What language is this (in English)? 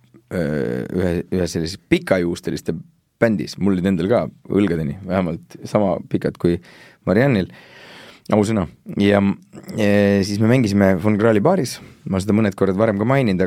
Estonian